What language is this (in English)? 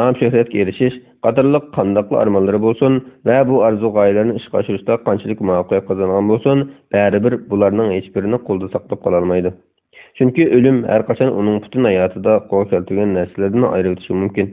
Uyghur